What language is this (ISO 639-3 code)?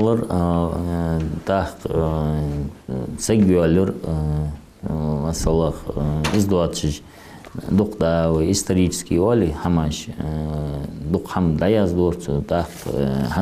inh